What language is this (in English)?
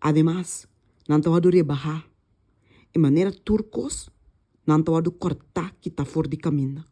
Papiamento